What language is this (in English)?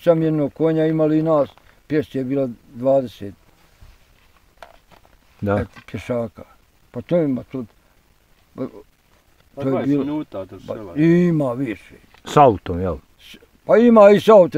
Bosnian